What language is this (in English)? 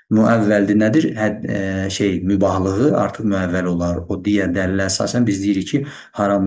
Azerbaijani